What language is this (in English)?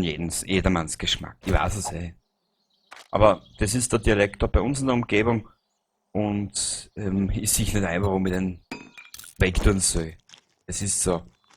Bavarian